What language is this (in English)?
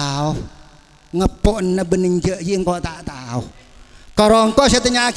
Madurese